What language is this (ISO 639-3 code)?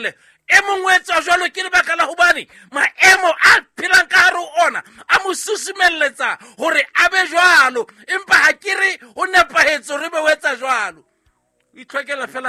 sot